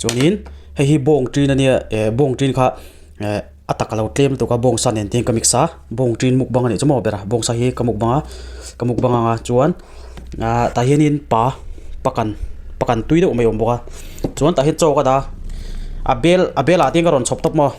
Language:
Mizo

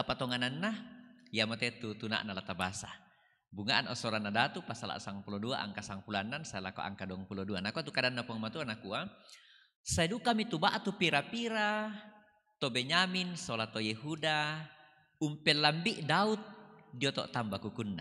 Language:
Toraja-Sa'dan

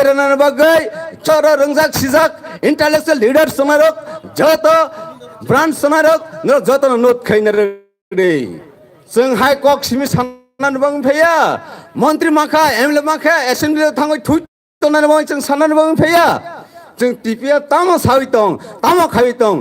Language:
Kok Borok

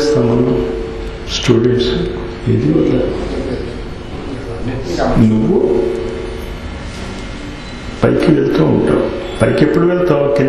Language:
Telugu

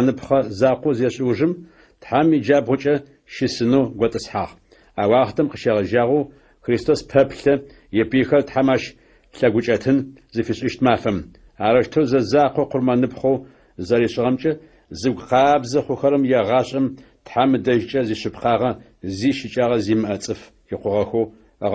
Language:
Adyghe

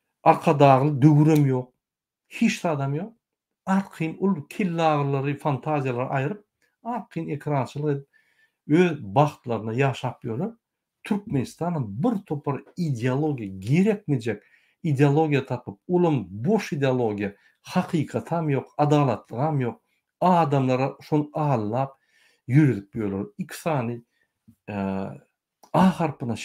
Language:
Turkmen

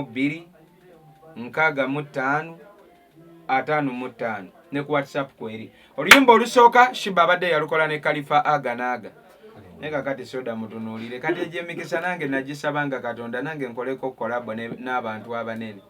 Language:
Ganda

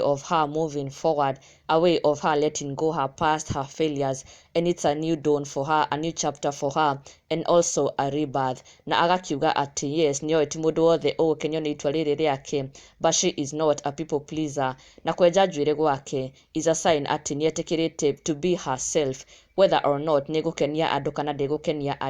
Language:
Kikuyu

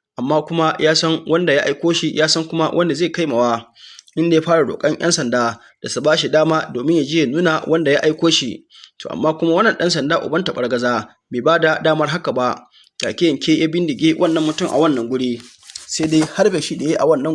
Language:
Hausa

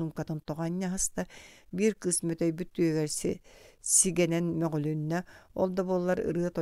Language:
Yakut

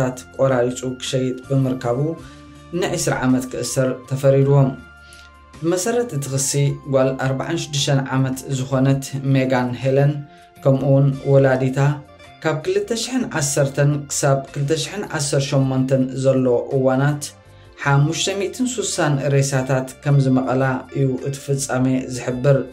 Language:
Tigrinya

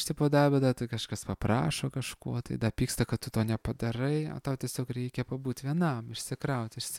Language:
Lithuanian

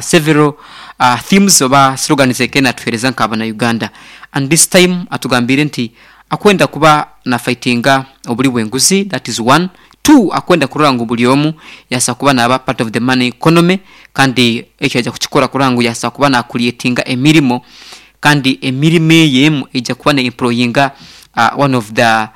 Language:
Nyankole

